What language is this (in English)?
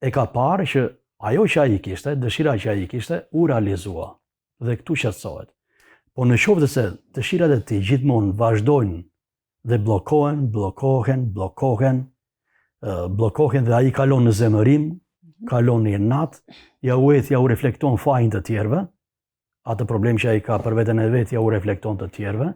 Albanian